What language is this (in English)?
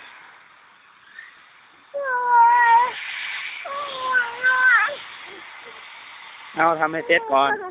Lao